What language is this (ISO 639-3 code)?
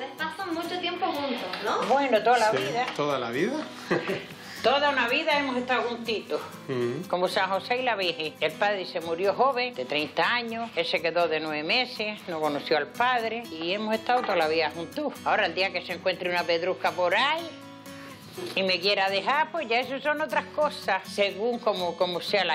spa